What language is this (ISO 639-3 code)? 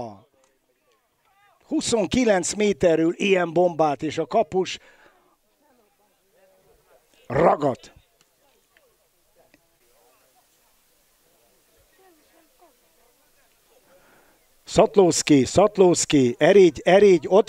hun